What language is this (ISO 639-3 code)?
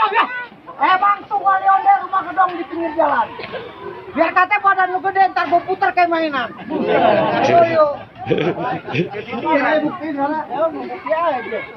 bew